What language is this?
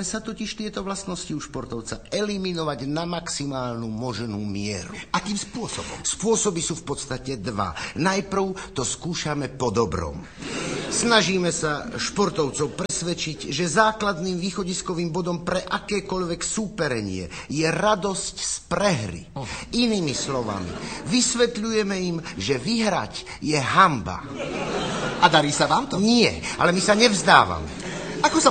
Slovak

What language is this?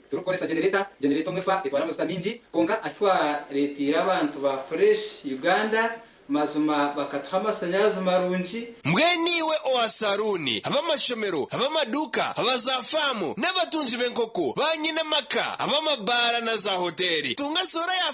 Nyankole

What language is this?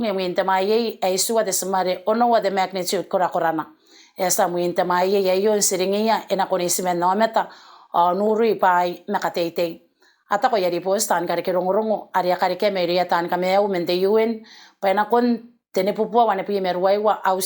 Gilbertese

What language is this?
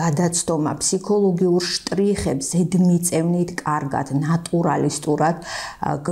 Georgian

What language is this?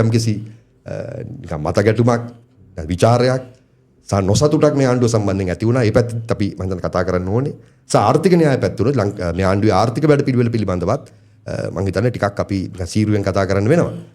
Sinhala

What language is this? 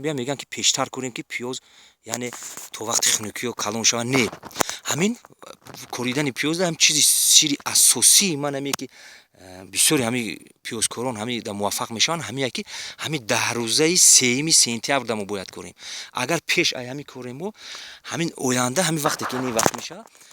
Tajik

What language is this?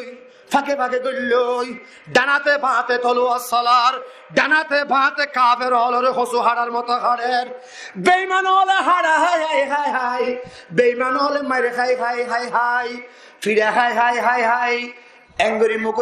Rohingya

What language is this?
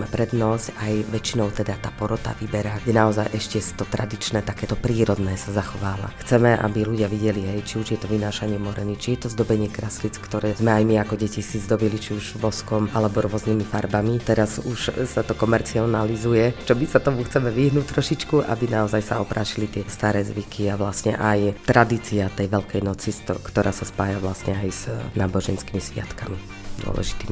Slovak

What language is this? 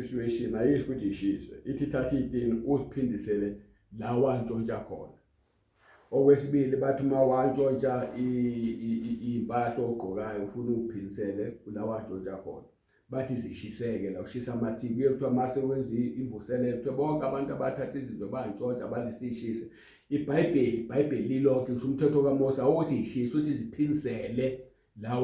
Zulu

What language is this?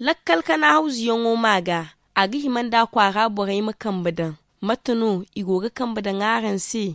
Zarma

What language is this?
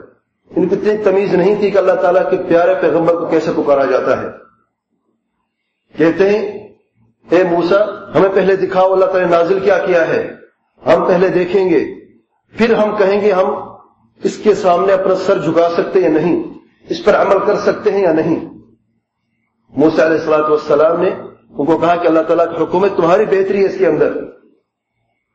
Urdu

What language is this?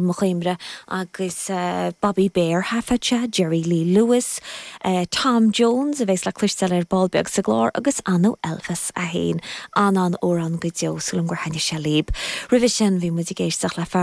Irish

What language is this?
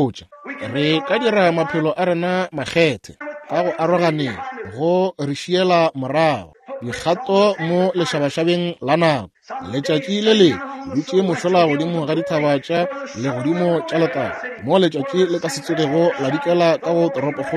Northern Sotho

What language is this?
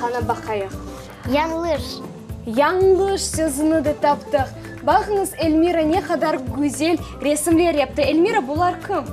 Crimean Tatar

